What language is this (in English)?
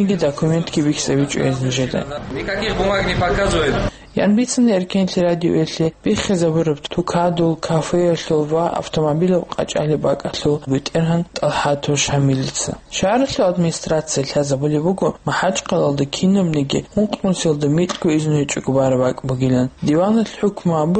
Avaric